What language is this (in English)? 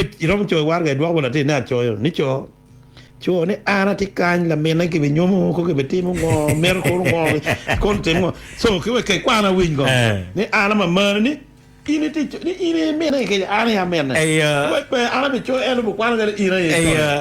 Acoli